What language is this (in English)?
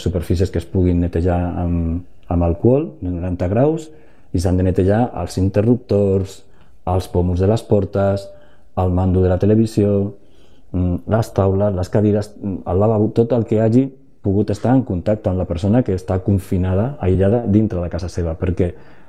Catalan